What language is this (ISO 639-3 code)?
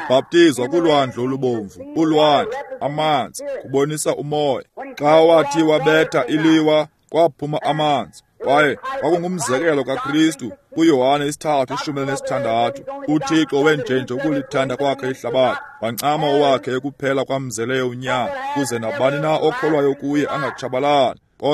xho